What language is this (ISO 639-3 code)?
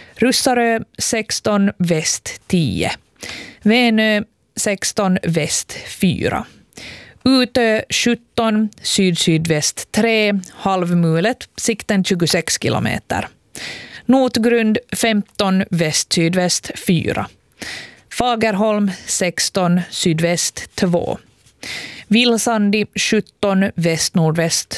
swe